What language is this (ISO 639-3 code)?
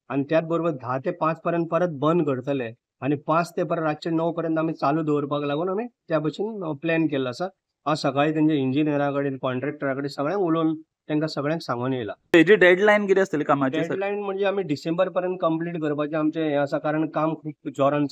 kok